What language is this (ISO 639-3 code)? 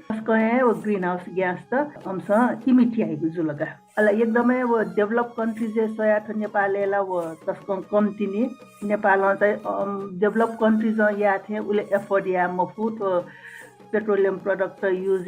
new